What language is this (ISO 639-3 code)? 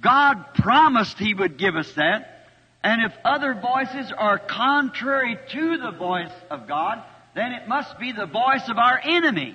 bem